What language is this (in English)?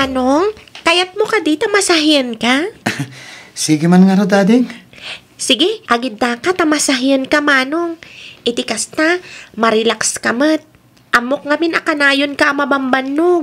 Iloko